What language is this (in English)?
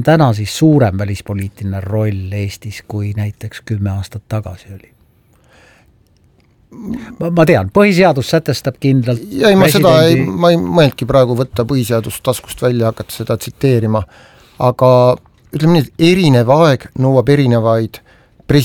Estonian